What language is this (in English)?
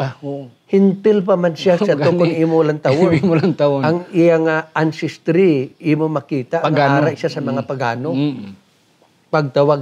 Hiligaynon